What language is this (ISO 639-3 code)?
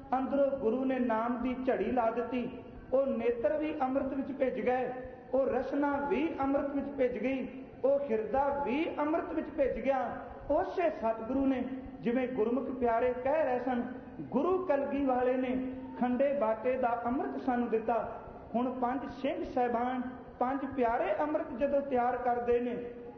pan